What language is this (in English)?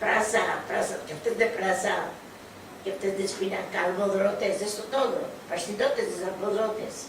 Ladino